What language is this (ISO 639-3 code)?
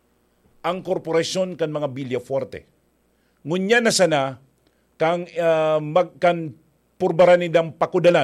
bik